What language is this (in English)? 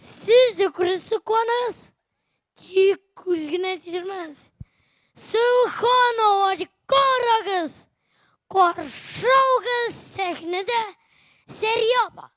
Tatar